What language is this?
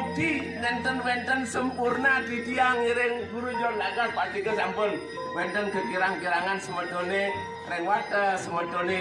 Balinese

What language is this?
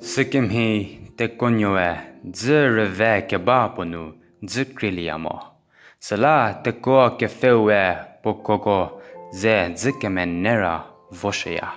Angami Naga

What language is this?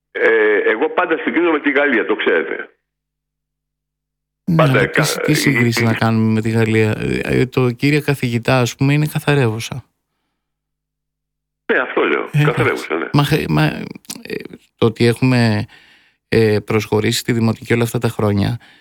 Greek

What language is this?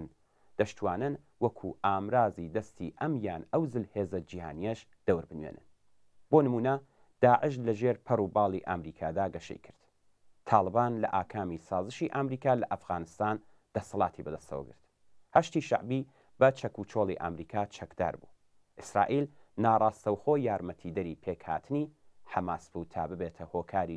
Central Kurdish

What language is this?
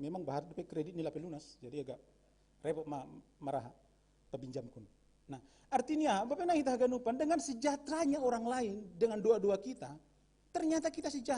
Batak Simalungun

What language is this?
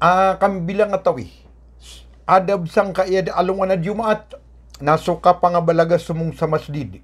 Maranao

